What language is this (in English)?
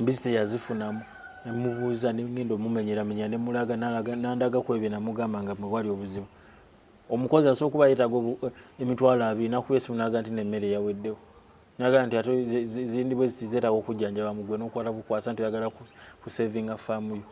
Ganda